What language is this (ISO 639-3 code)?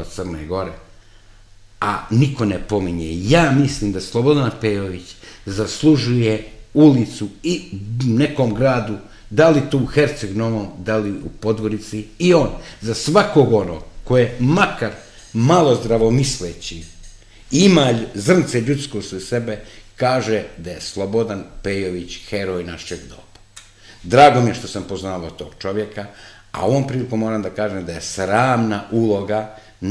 srp